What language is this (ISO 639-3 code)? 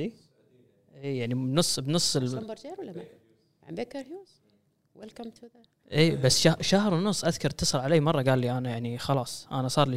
afb